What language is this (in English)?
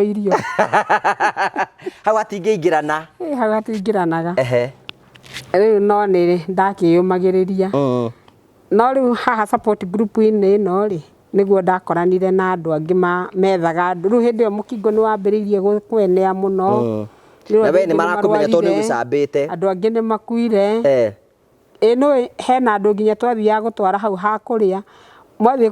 Kikuyu